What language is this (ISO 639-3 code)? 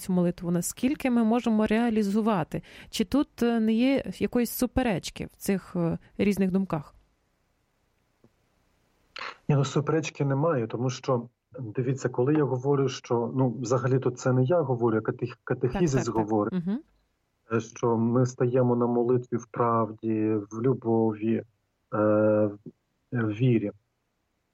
ukr